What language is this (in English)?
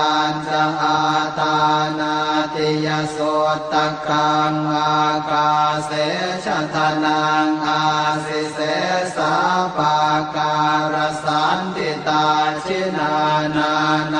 Pali